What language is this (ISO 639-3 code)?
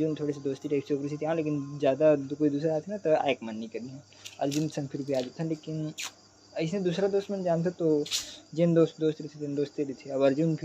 hne